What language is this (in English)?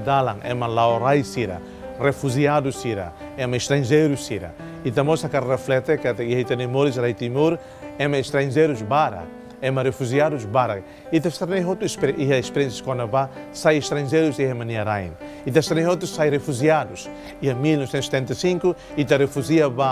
Tetum